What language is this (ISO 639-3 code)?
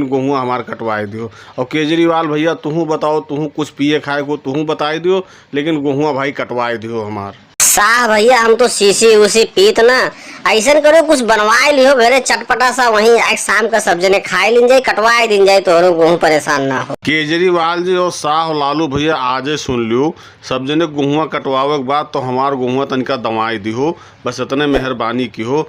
bho